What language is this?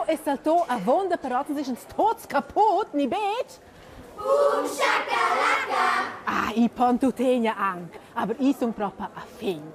Romansh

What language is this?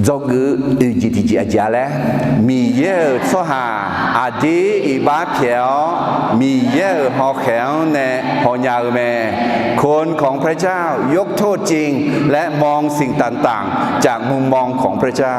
Akha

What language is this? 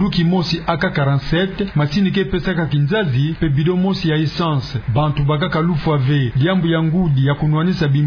Kituba (Democratic Republic of Congo)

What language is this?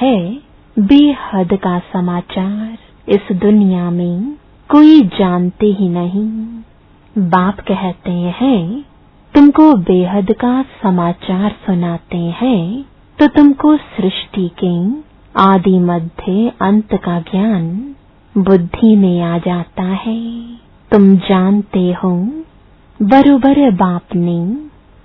Hindi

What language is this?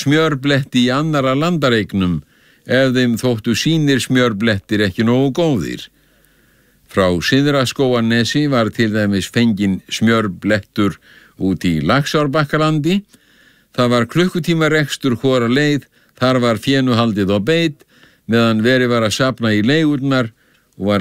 Icelandic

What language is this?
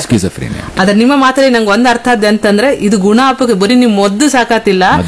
Kannada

